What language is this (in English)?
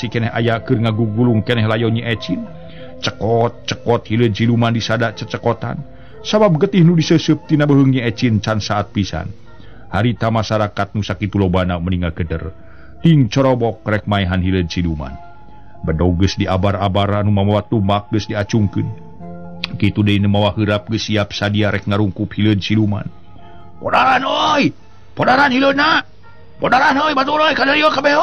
Sundanese